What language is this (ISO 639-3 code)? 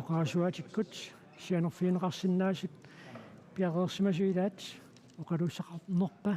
kal